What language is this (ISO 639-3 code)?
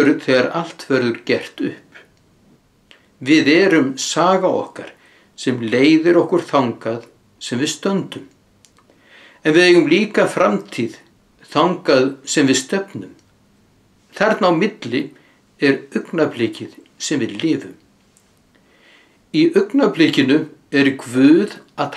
isl